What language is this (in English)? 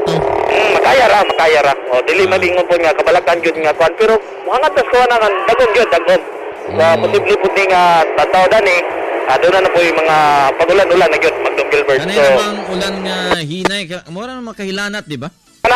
Cebuano